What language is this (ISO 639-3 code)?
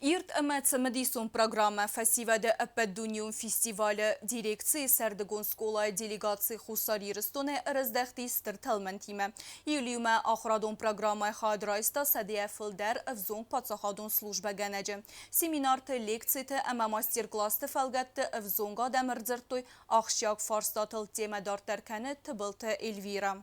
oss